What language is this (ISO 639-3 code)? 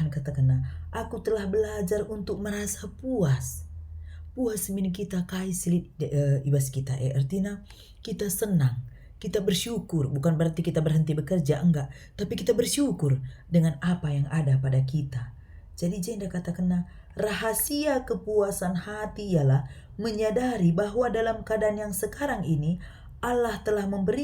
btx